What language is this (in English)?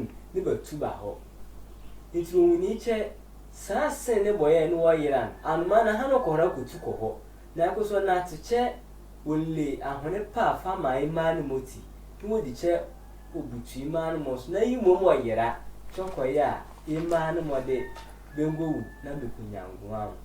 Sehwi